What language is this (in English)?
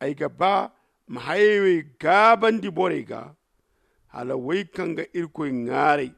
Zarma